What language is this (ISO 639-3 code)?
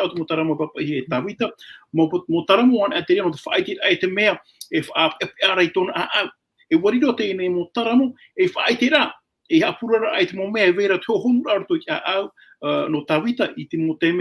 tah